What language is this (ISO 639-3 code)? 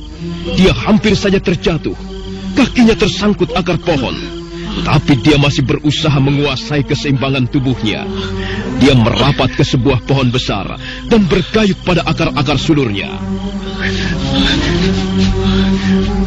ind